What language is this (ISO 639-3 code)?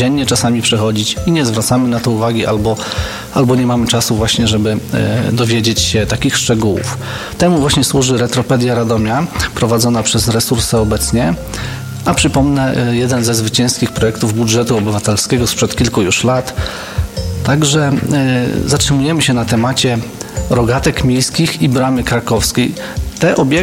pol